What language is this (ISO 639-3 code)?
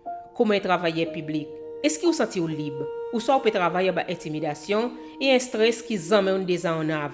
crs